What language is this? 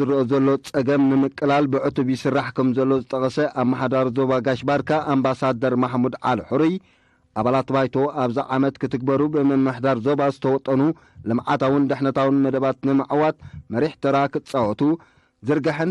Tigrinya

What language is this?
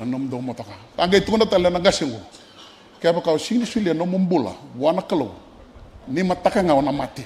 Fijian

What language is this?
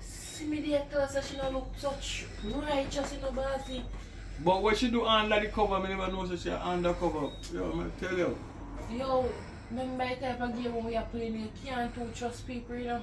Jamaican Creole English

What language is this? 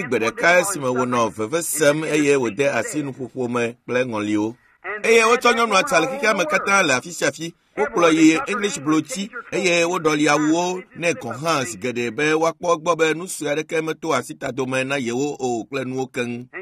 Ewe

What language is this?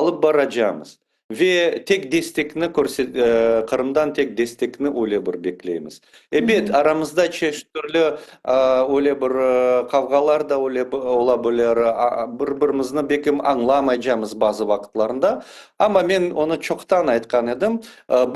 Crimean Tatar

